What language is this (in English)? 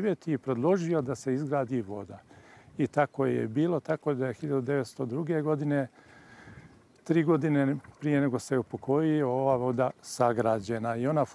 Serbian